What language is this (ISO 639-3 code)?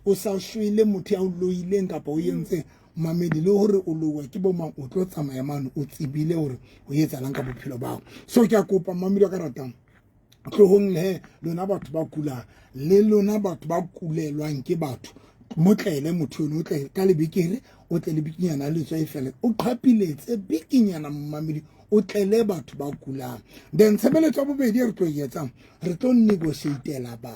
sot